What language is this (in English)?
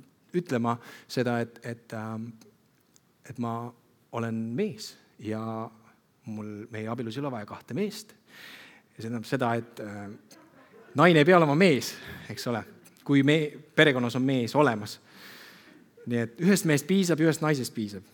Estonian